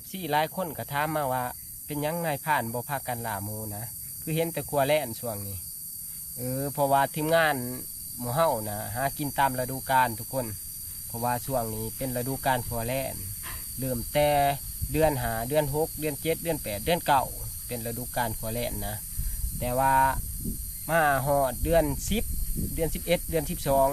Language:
Northeastern Thai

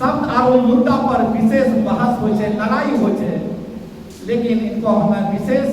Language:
Angika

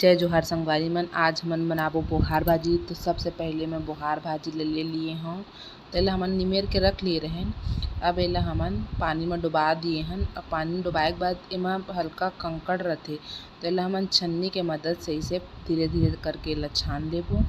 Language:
Chhattisgarhi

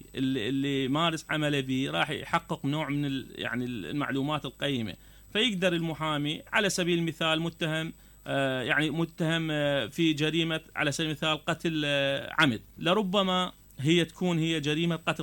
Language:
Mesopotamian Arabic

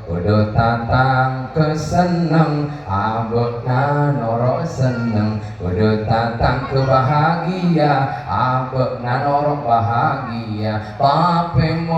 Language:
Madurese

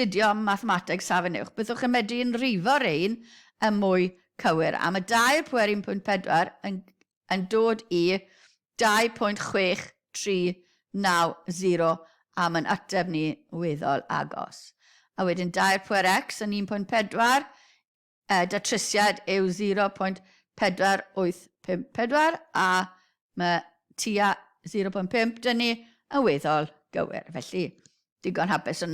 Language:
Welsh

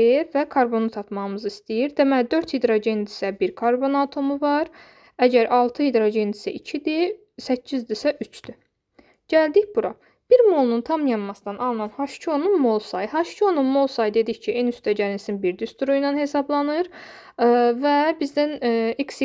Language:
Azerbaijani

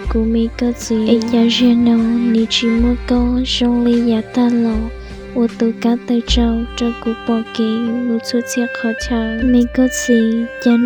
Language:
Hmong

